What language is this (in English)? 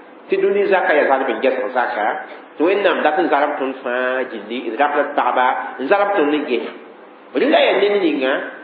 Mossi